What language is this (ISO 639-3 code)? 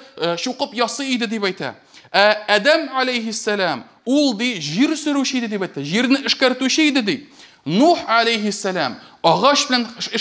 tat